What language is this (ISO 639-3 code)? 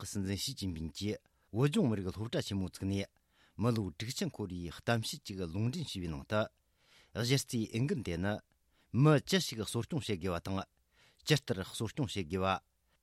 bod